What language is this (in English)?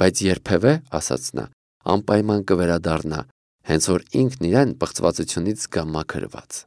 Armenian